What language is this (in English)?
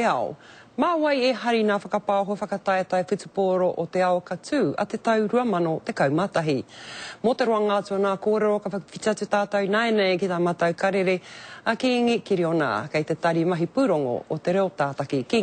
Māori